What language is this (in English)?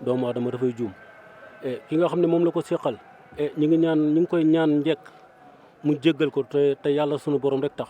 Wolof